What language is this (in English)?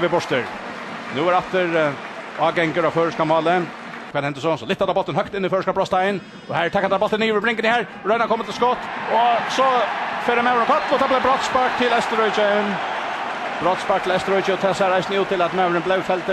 Faroese